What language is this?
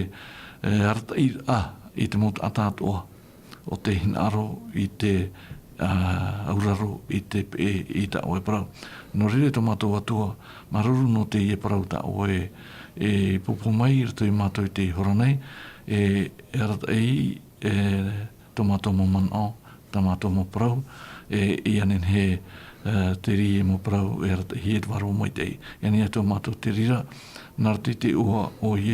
Tahitian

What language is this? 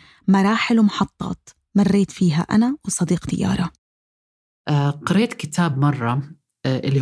North Levantine Arabic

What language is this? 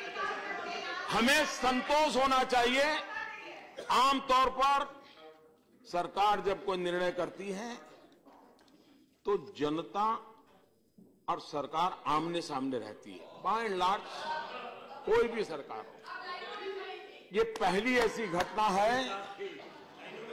Hindi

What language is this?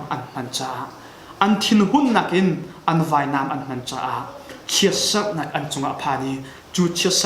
Hakha Chin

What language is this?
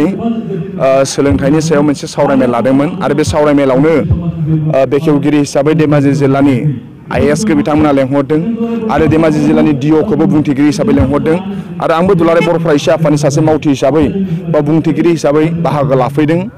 Bodo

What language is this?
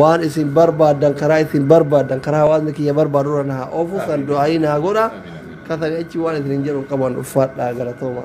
Oromo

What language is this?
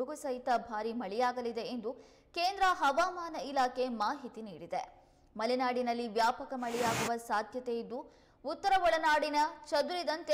Kannada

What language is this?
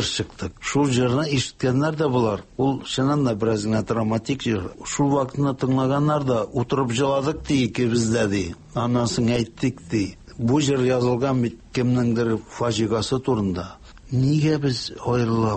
Tatar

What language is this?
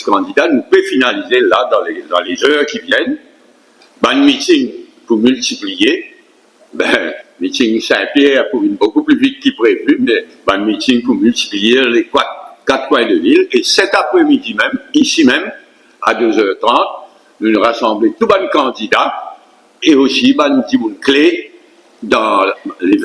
Morisyen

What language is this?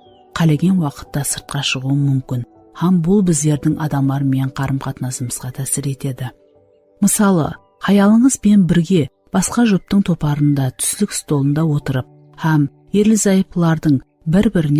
Kara-Kalpak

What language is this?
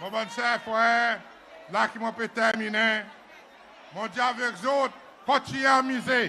Seselwa Creole French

